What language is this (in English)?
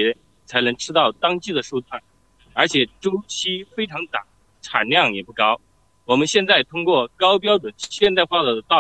Chinese